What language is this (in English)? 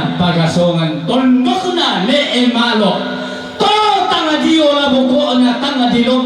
Toraja-Sa'dan